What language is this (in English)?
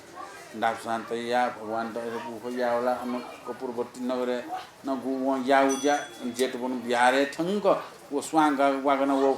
Newari